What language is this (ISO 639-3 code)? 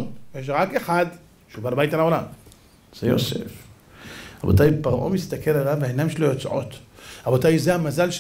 heb